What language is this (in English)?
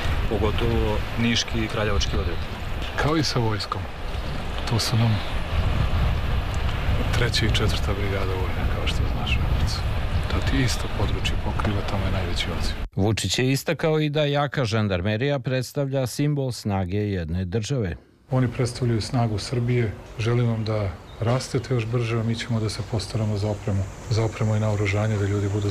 Serbian